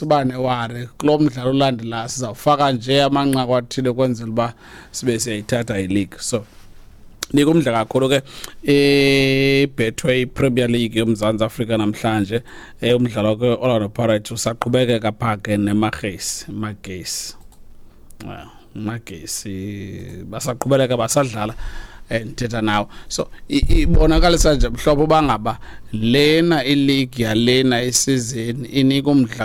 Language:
Xhosa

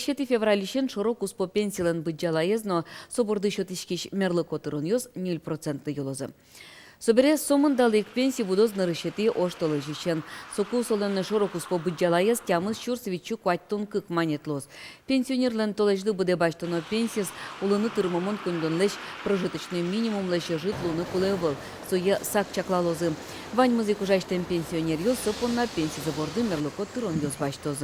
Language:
Udmurt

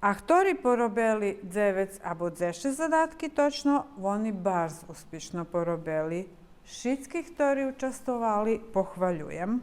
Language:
Rusyn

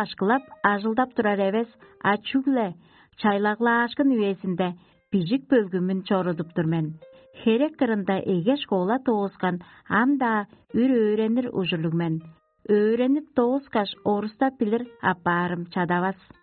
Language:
Tuvinian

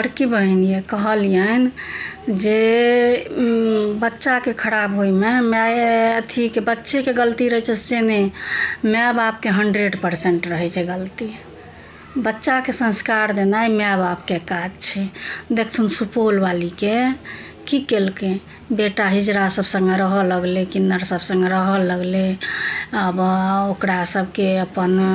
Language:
Maithili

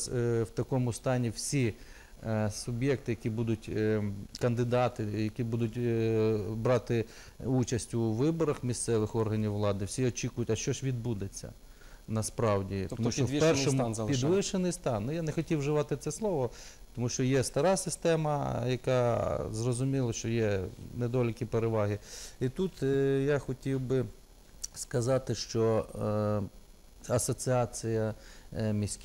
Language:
Ukrainian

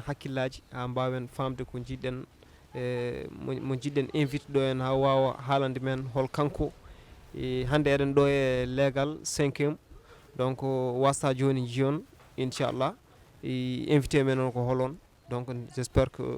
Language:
Fula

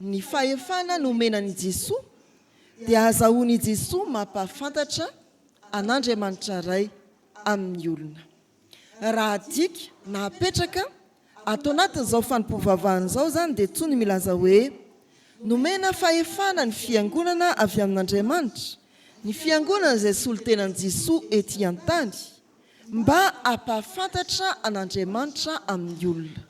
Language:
Malagasy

